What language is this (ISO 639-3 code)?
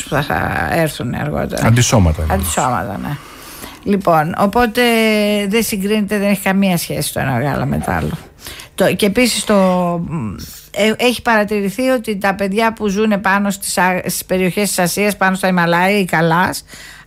ell